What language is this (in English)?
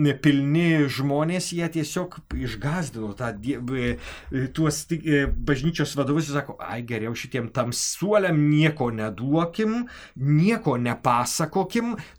Lithuanian